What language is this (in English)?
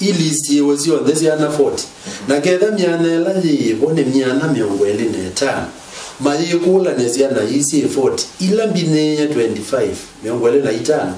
Kamba